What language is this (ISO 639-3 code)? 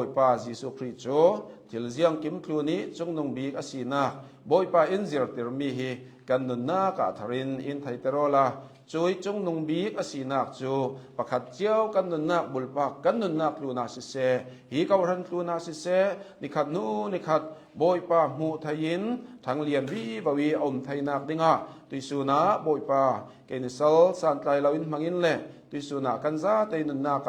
cnh